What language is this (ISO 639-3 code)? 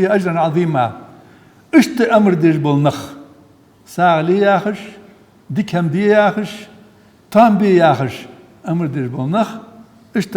inh